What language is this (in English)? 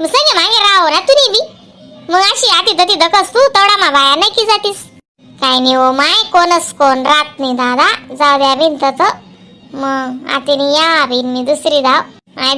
Khandesi